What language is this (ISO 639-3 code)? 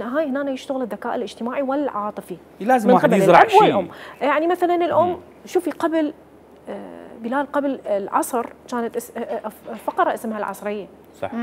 acm